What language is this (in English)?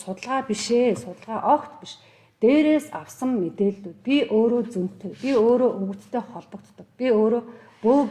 Mongolian